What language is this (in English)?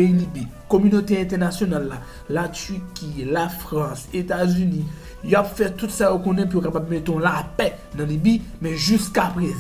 Haitian Creole